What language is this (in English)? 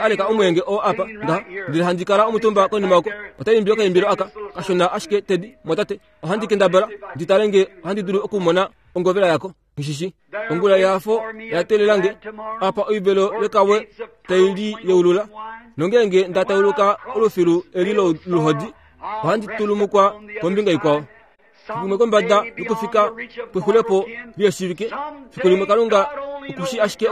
Kuanyama